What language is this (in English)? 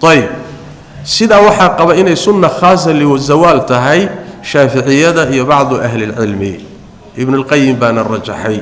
Somali